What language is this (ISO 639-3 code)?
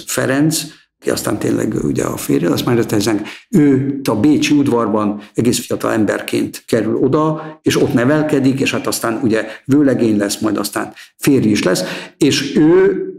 hun